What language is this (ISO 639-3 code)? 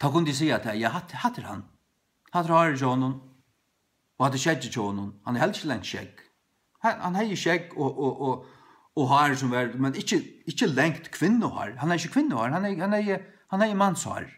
fao